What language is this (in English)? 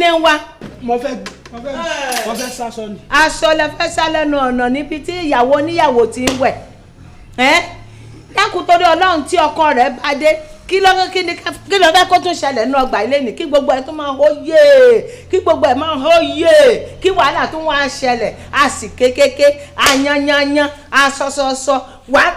Yoruba